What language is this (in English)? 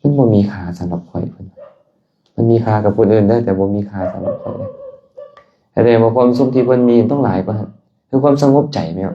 Lao